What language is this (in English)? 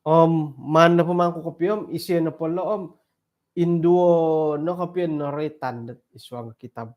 Central Dusun